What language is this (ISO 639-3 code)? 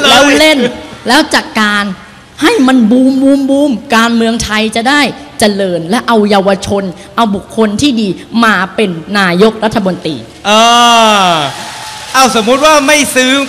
tha